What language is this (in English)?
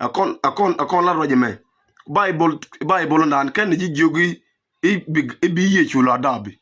Nuer